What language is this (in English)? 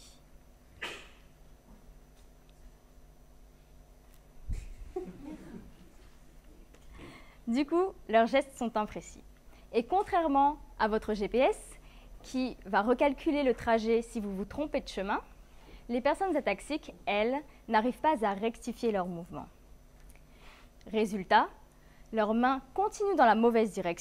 French